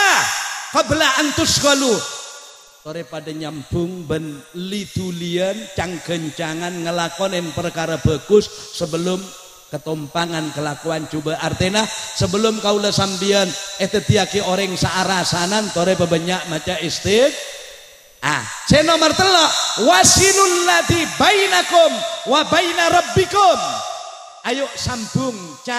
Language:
Madurese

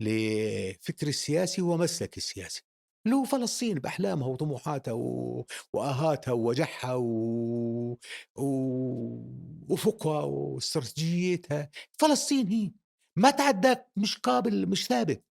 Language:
North Levantine Arabic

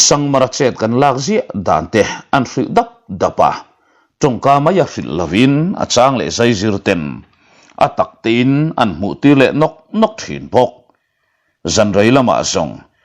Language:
Mizo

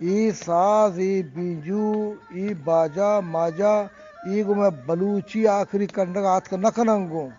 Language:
Eastern Balochi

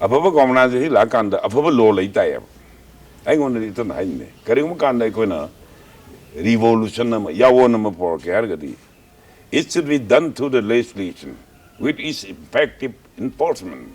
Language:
Manipuri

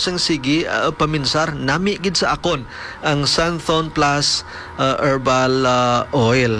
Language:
Hiligaynon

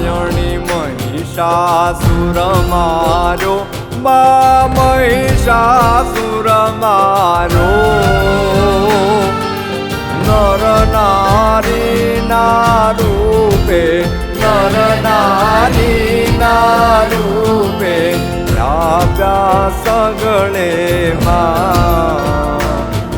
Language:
Gujarati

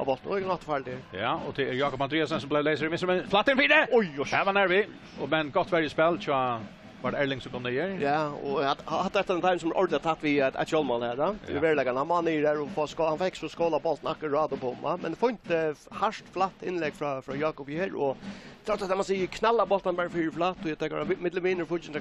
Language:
Faroese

